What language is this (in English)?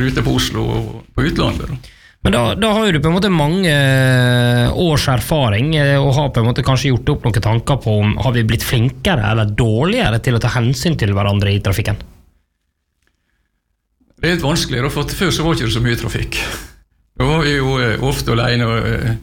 Norwegian